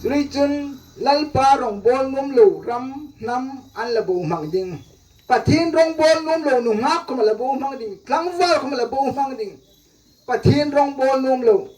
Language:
Hmar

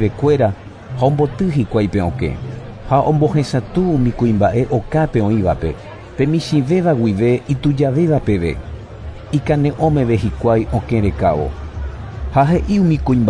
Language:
Guarani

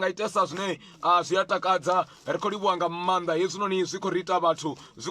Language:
Venda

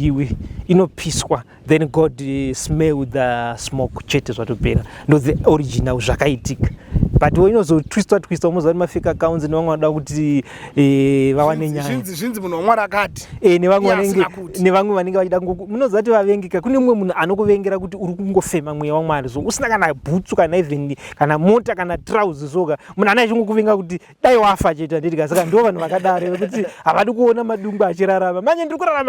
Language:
Shona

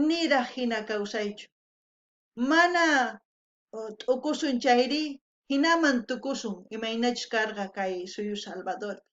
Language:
South Bolivian Quechua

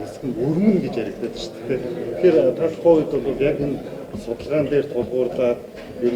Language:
Mongolian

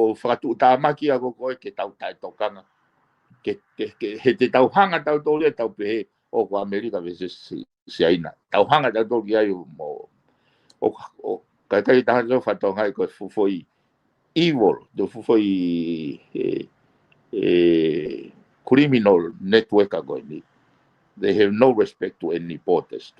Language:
Tongan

